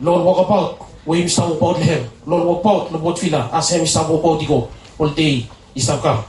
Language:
Bislama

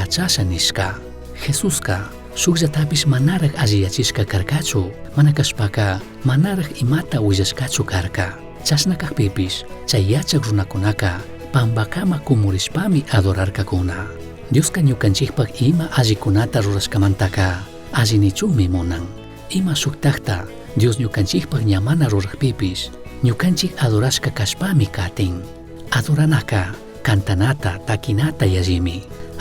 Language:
Chimborazo Highland Quichua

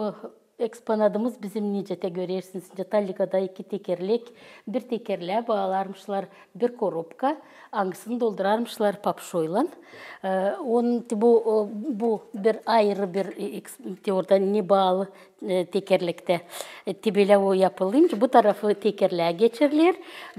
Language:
Gagauz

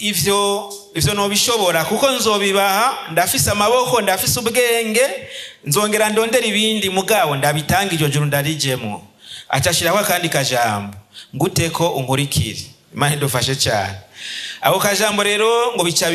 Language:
Rundi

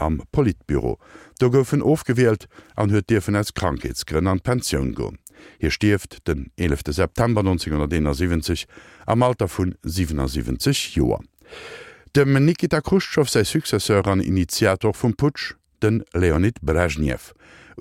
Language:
Luxembourgish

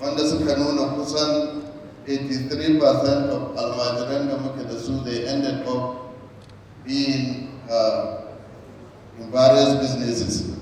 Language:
Hausa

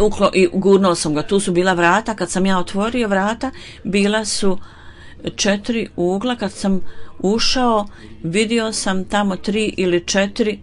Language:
Bosnian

